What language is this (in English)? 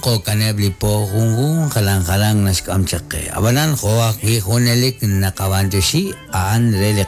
Kekchí